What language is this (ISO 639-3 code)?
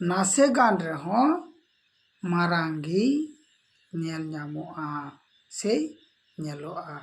sat